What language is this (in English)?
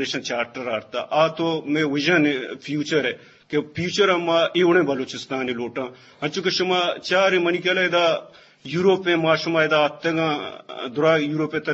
Eastern Balochi